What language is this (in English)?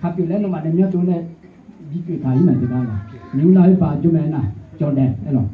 Akha